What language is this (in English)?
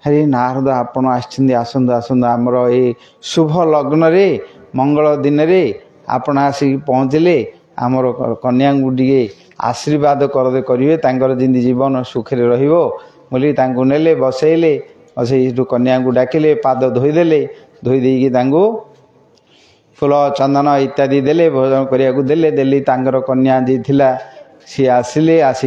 Odia